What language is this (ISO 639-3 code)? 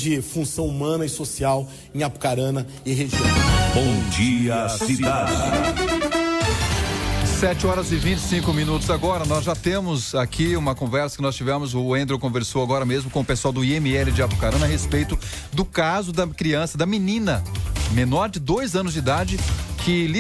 por